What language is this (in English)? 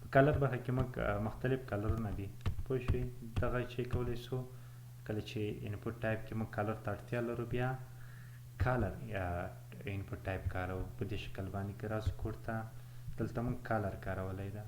Pashto